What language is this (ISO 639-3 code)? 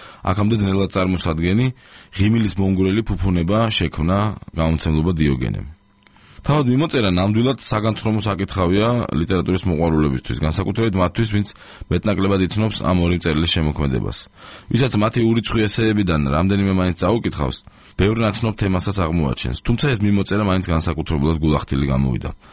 kat